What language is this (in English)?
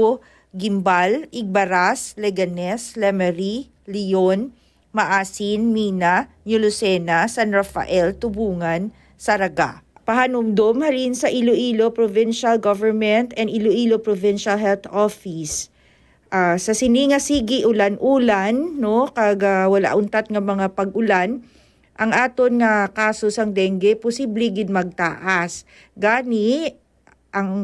Hiligaynon